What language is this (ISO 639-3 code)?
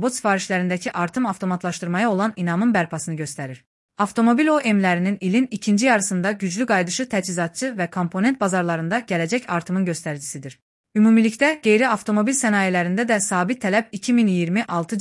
aze